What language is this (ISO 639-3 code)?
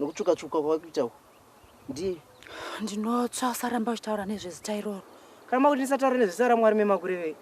sna